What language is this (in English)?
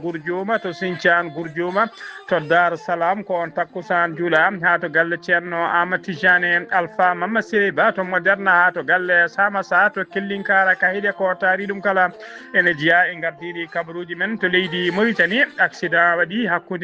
Fula